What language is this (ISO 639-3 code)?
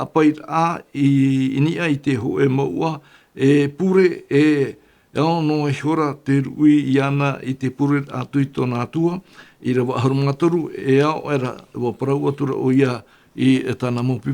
tah